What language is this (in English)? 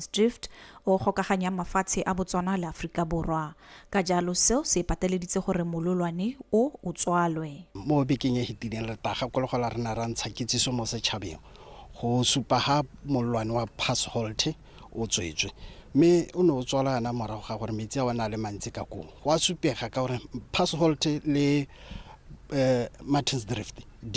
Tswana